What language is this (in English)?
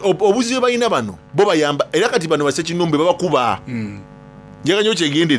Soga